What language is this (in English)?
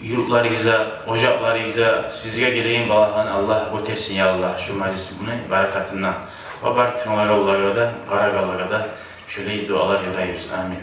Kumyk